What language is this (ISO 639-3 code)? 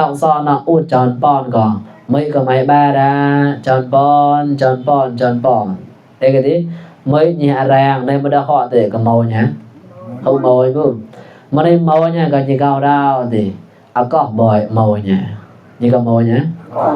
mnw